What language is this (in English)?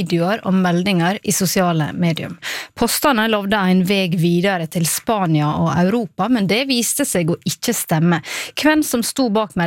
Norwegian